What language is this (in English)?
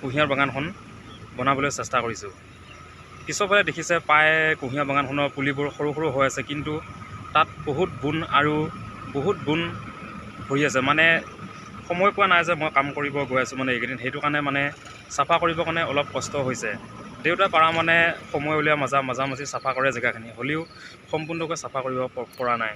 Assamese